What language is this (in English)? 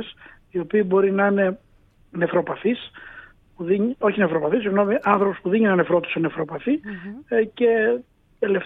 Greek